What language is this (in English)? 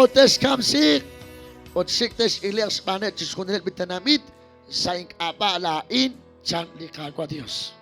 Kekchí